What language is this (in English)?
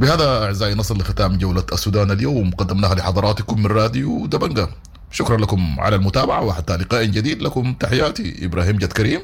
Sudanese Arabic